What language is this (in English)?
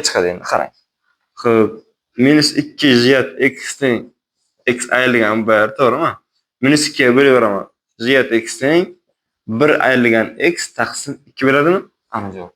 Uzbek